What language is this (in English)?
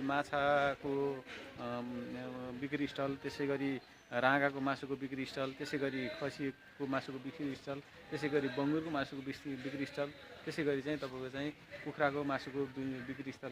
Nepali